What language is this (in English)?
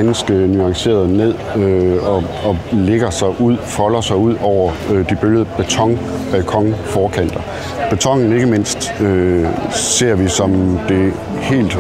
Danish